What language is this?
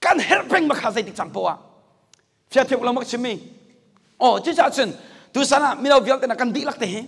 Hakha Chin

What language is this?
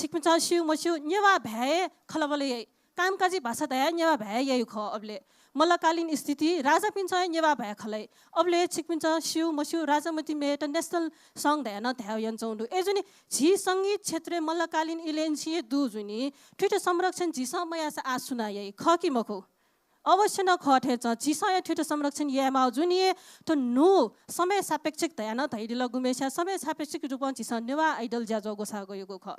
Newari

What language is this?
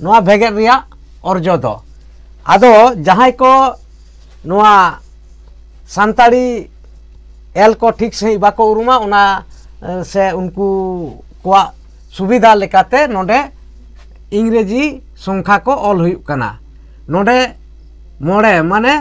Santali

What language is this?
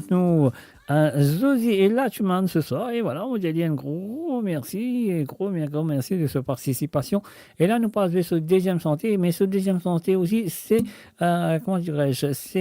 Morisyen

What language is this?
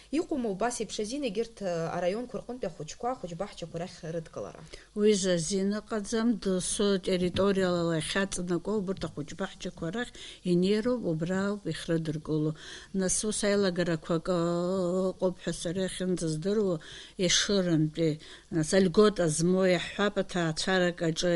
Abkhazian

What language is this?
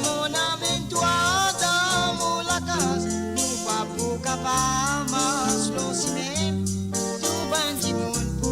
Morisyen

